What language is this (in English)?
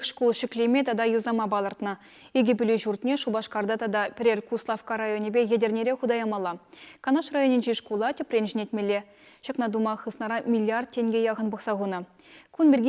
Chuvash